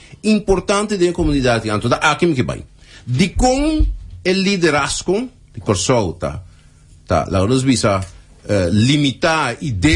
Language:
Papiamento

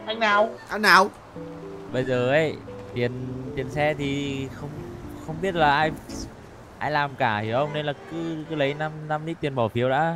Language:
Vietnamese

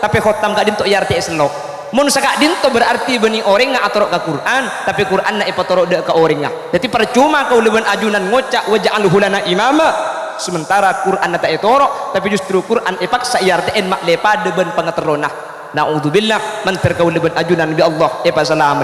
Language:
Madurese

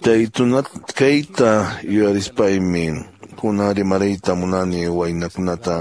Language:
Quechua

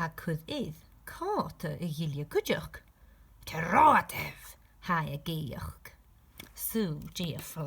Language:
Scottish Gaelic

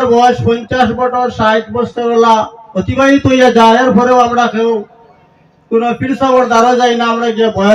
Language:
Sylheti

